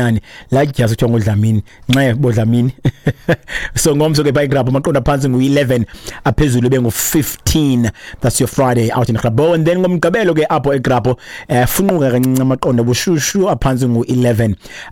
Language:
Xhosa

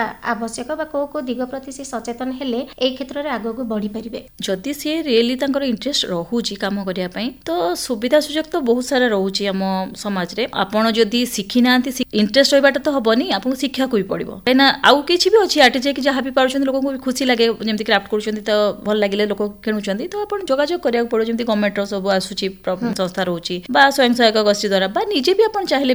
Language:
Odia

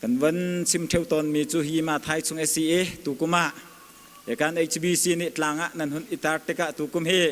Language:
Hakha Chin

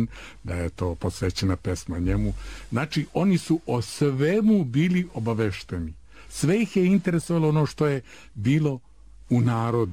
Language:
Serbian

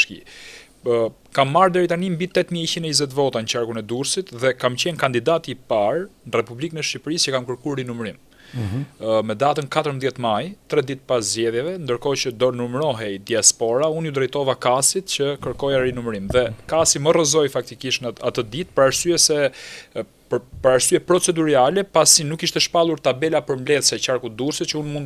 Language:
Albanian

